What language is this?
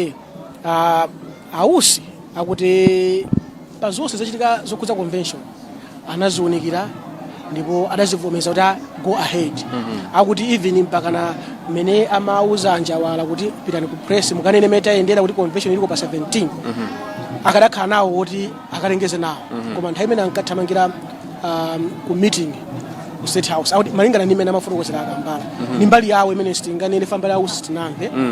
Nyanja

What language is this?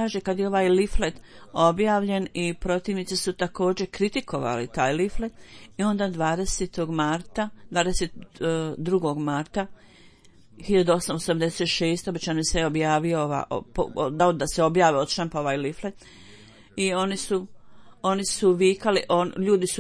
Bosnian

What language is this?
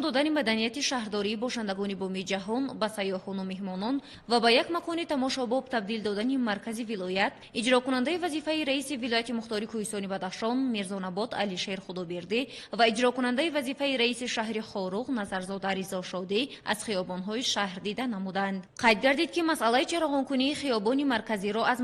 Tajik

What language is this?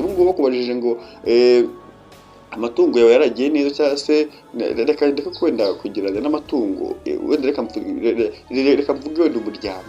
Kinyarwanda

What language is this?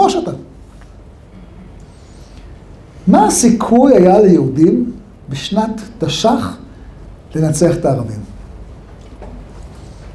Hebrew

